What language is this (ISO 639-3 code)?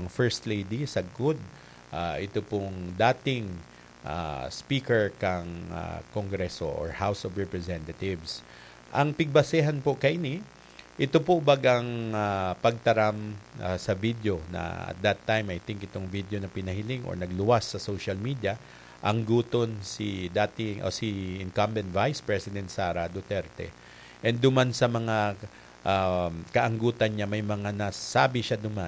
bik